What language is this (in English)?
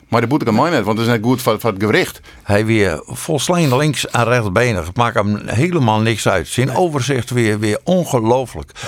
Western Frisian